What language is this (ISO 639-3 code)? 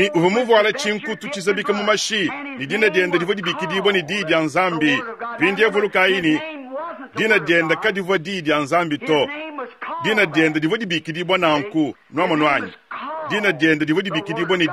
lua